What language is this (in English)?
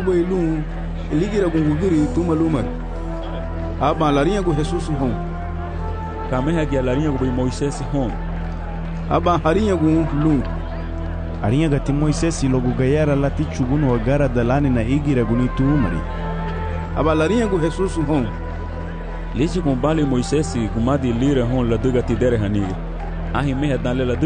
Garifuna